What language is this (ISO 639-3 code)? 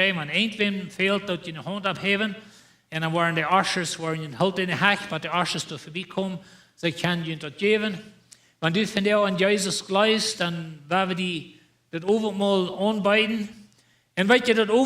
pdt